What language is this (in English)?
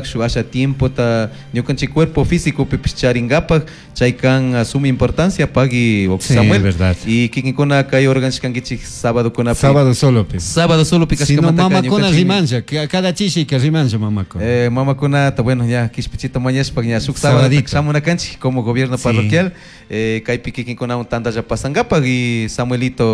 Chimborazo Highland Quichua